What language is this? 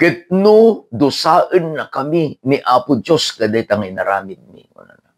Iloko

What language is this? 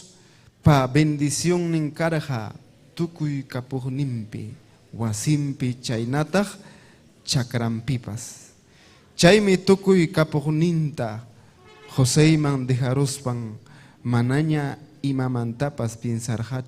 Ayacucho Quechua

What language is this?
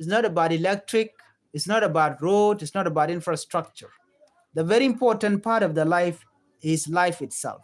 Nuer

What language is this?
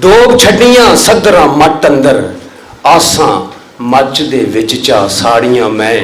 Western Panjabi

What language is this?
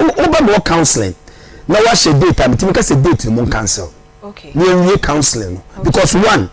Akan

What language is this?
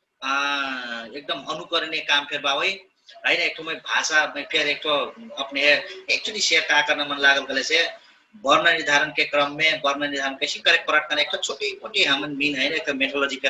Dangaura Tharu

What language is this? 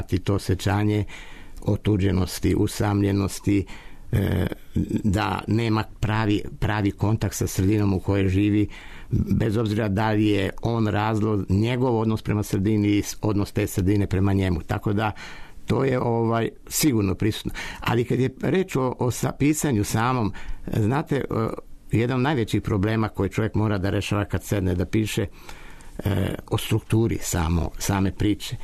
Serbian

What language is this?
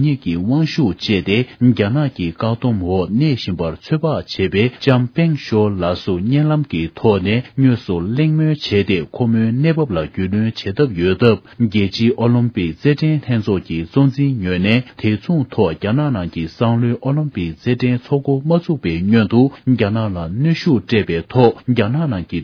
Tibetan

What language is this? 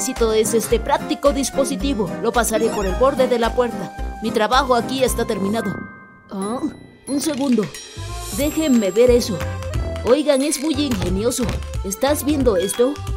Spanish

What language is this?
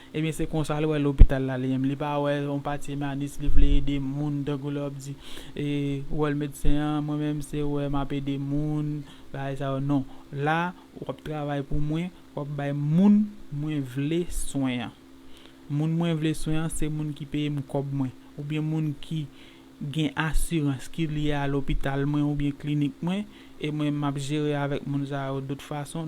Haitian Creole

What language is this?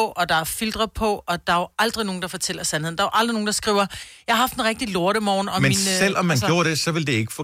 Danish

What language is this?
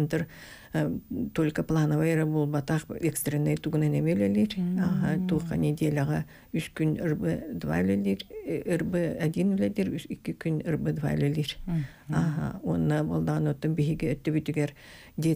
Yakut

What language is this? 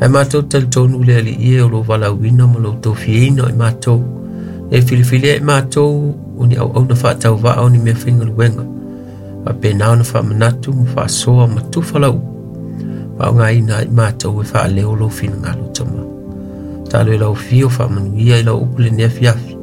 Samoan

